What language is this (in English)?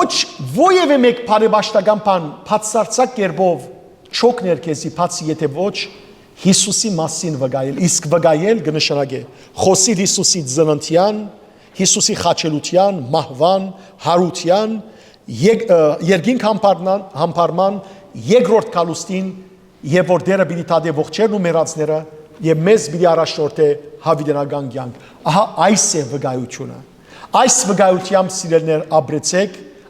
Western Armenian